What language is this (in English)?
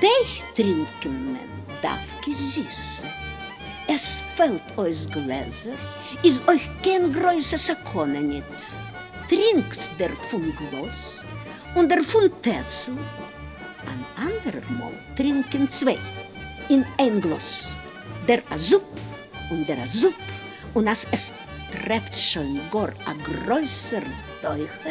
Yiddish